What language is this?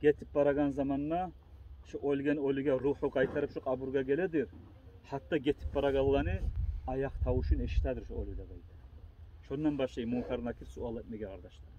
Kumyk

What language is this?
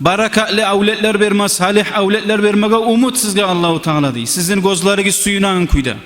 Kumyk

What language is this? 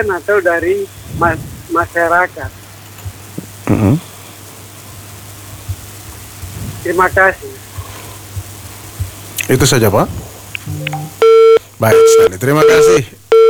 Indonesian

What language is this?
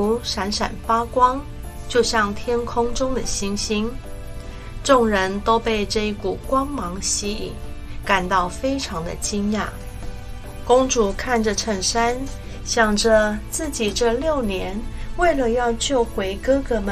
Chinese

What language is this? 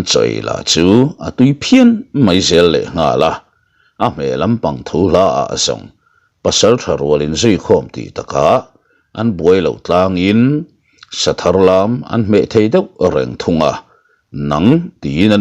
Mizo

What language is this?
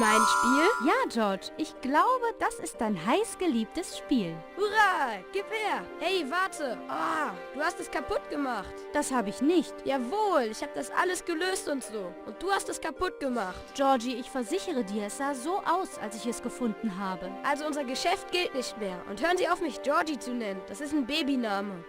Bavarian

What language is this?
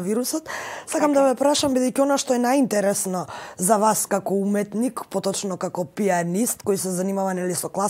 Macedonian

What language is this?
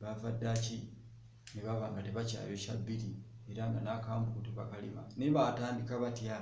Ganda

